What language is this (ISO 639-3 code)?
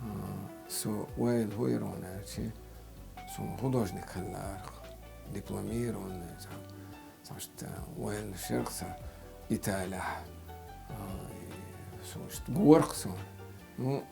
che